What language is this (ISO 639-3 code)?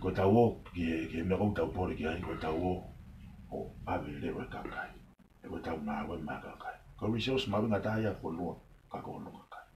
ton